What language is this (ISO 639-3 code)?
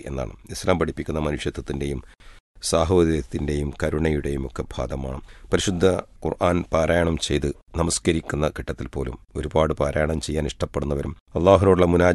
mal